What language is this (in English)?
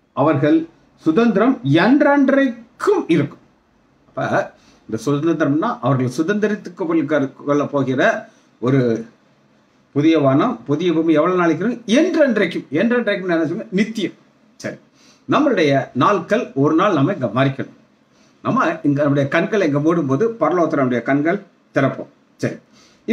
Tamil